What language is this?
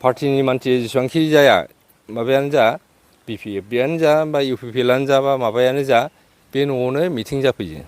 Bodo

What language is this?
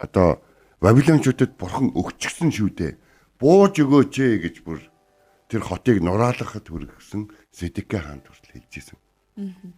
Mongolian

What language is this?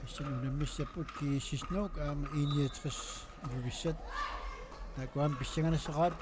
Kalaallisut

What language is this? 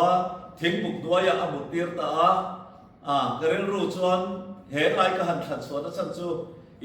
Mizo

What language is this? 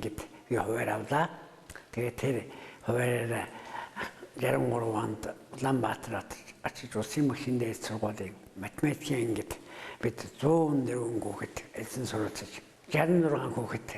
Mongolian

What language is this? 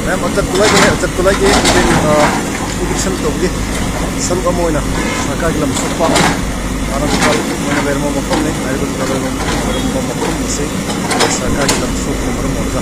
Manipuri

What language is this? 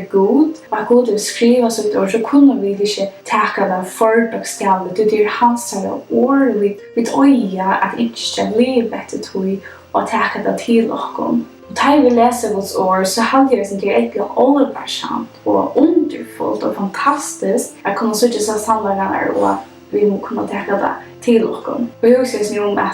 Faroese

